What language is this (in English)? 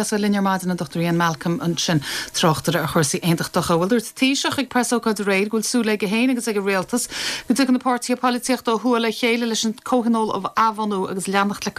Irish